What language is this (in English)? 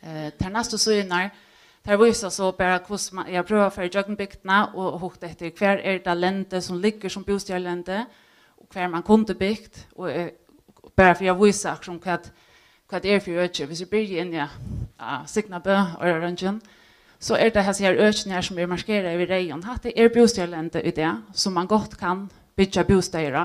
Faroese